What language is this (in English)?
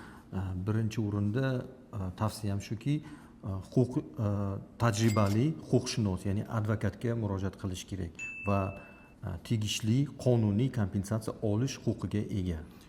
Uzbek